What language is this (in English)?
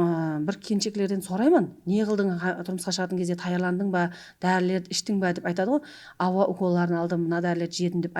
Kara-Kalpak